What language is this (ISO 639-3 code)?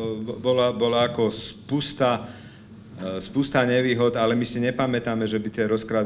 slk